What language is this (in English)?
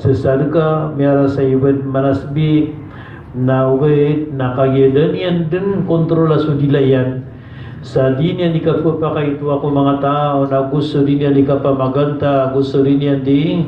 Maranao